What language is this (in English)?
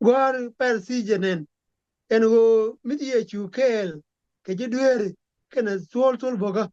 Nuer